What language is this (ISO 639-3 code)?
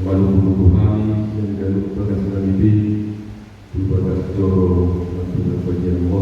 bbc